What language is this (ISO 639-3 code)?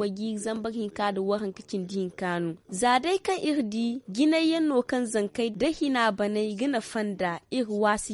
dje